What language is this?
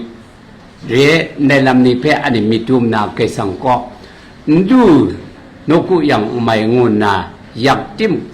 Kachin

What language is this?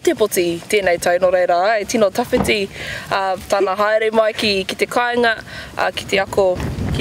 Māori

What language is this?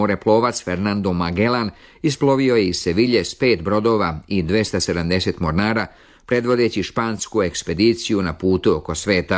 Serbian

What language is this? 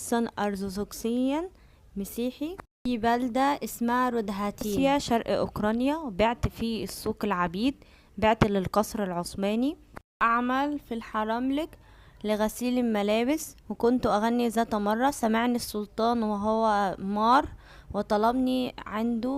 Egyptian Arabic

